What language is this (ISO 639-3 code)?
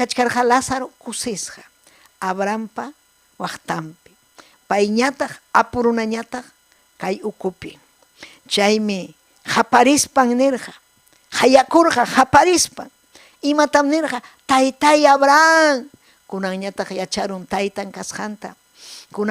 quy